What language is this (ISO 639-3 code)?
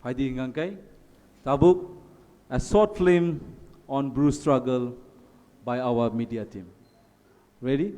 trp